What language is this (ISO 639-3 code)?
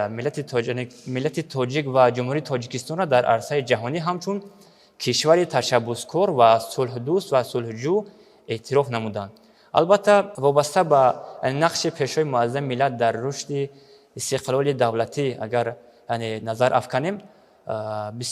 tgk